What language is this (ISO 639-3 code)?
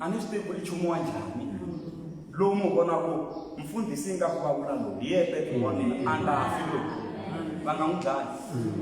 tso